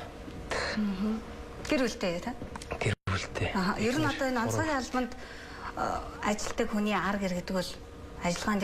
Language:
Mongolian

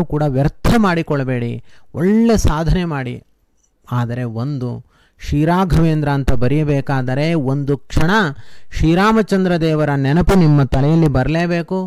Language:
Kannada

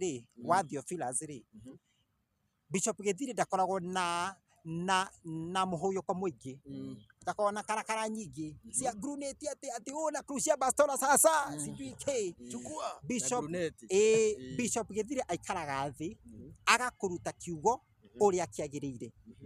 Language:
Kikuyu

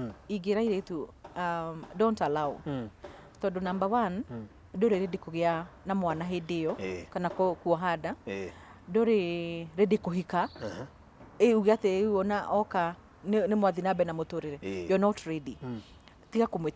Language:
Kikuyu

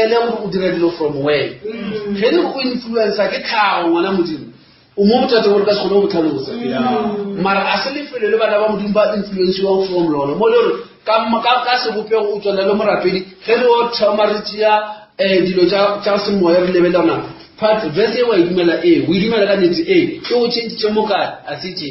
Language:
Northern Sotho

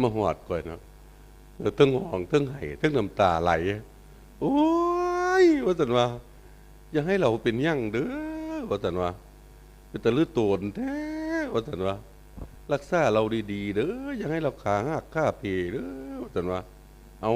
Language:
Northeastern Thai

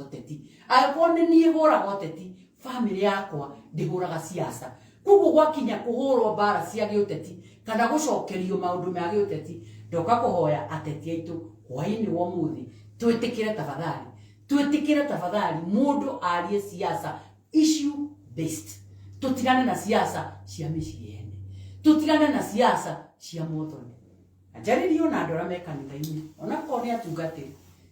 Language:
Kikuyu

